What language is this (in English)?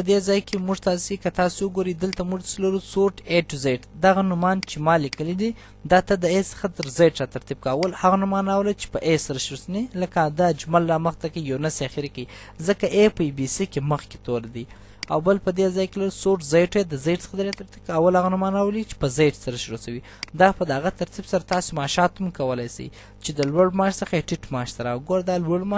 Pashto